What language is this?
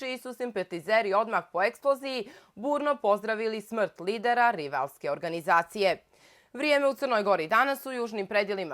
Bosnian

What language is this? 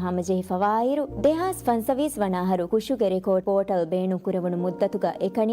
Divehi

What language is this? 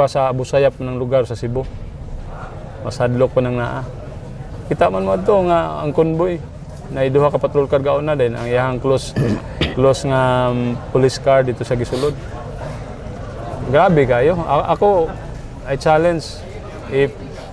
Cebuano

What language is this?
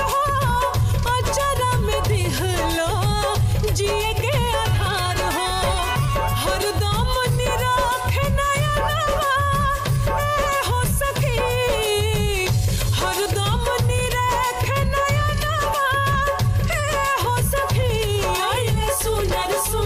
Bhojpuri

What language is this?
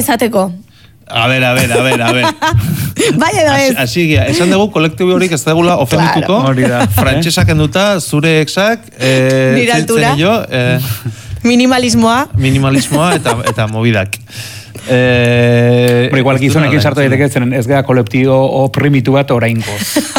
Basque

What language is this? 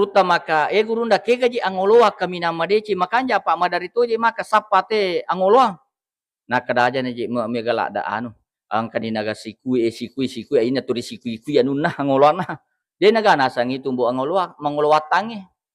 Buginese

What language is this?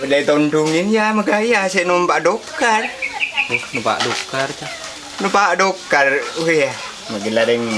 Madurese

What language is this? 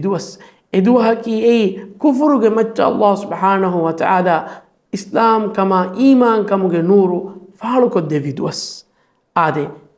Divehi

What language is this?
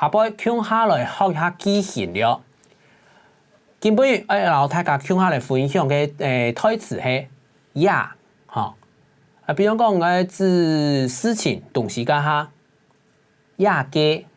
Hakka Chinese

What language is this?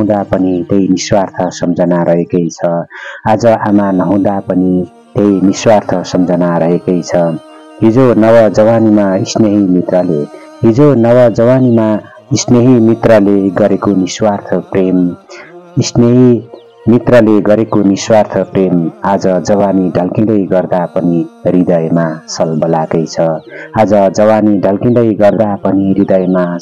Nepali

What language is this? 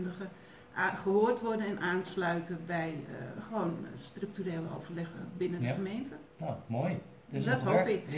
Dutch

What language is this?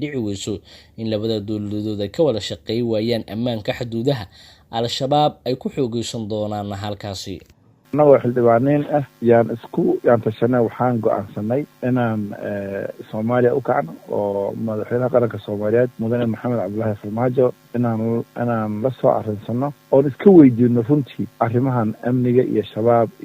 Somali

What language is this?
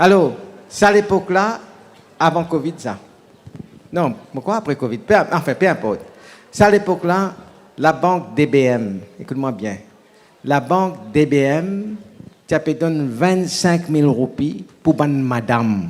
Morisyen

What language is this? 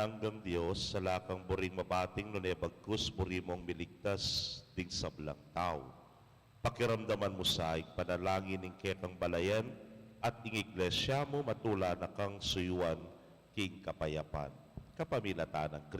Pampanga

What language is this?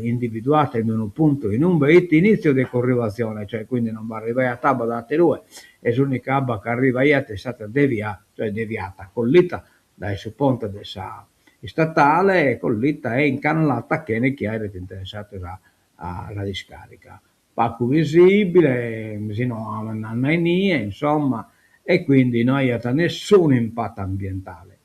Sardinian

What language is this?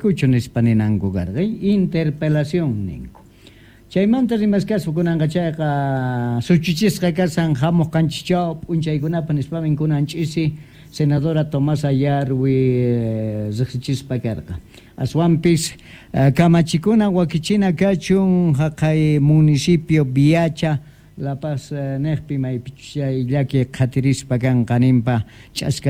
South Bolivian Quechua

